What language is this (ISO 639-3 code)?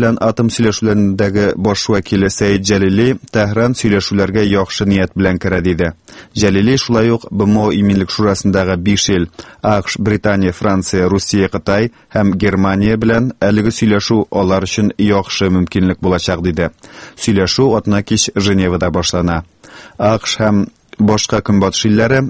tat